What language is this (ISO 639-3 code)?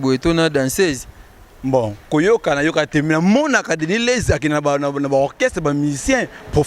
lin